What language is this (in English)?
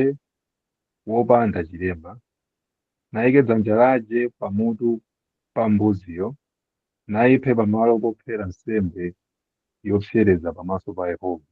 Nyanja